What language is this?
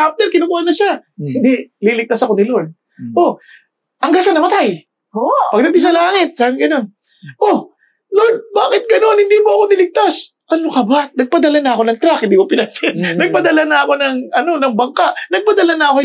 Filipino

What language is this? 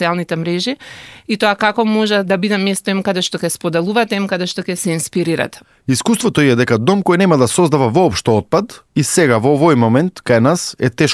Macedonian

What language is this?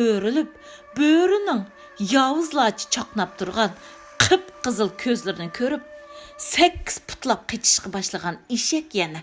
Uyghur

